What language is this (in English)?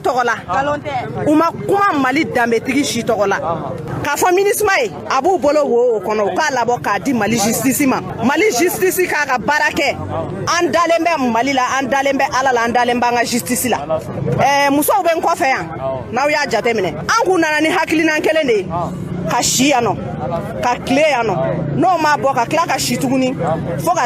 Bambara